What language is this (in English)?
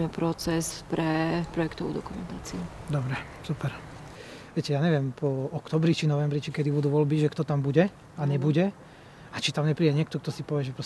Slovak